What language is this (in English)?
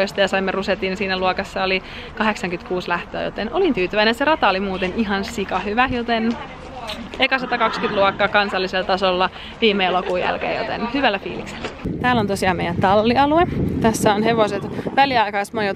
Finnish